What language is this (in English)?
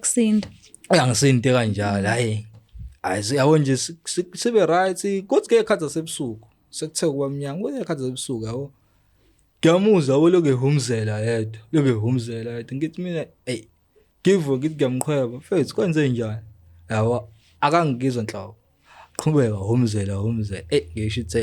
Zulu